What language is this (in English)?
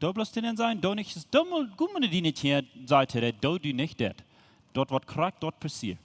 Plautdietsch